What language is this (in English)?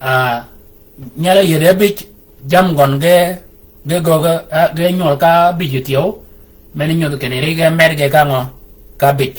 Shilluk